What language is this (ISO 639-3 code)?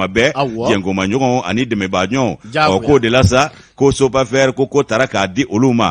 bam